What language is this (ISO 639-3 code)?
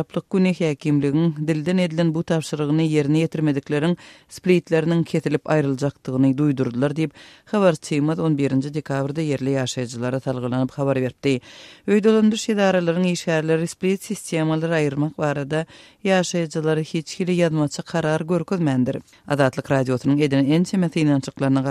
tuk